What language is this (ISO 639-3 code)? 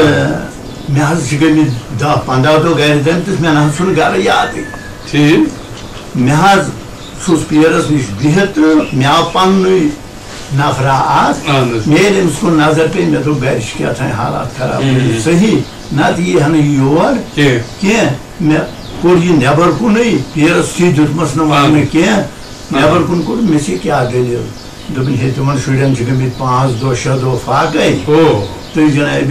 kas